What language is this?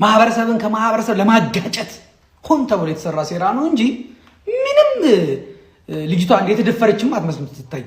Amharic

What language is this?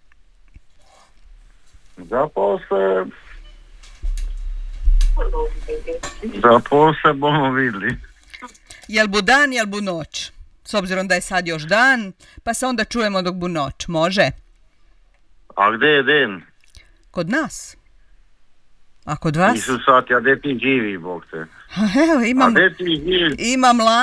Croatian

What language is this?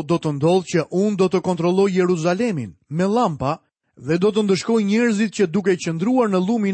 Albanian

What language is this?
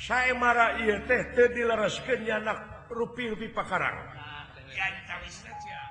Sundanese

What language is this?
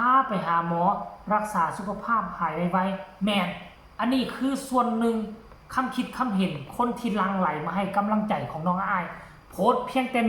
Northeastern Thai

